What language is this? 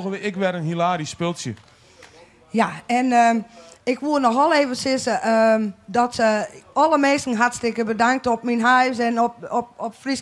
Western Frisian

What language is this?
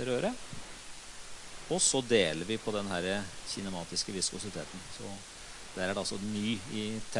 Norwegian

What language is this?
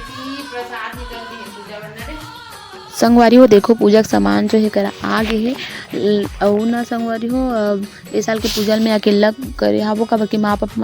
Chhattisgarhi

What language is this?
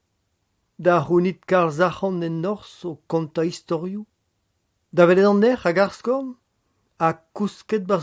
Breton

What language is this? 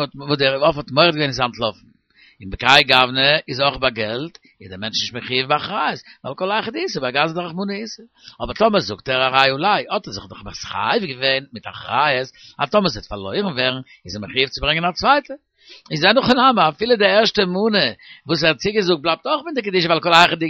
Yiddish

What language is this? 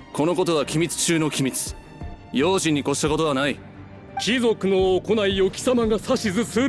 Japanese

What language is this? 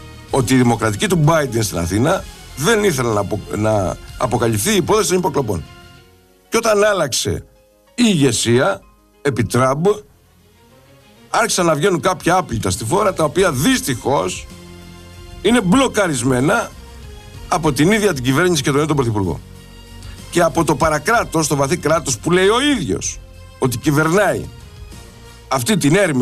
Greek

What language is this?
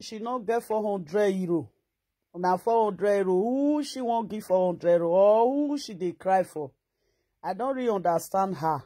Nigerian Pidgin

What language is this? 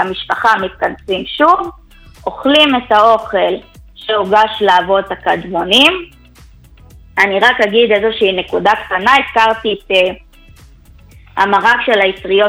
Hebrew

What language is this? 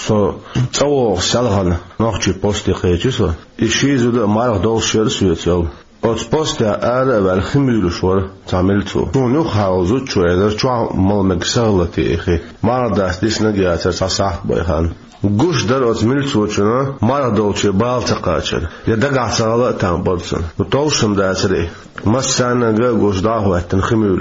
Chechen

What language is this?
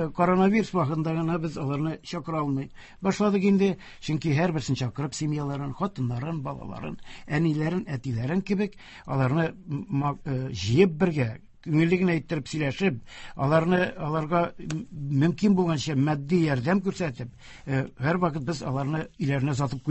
Tatar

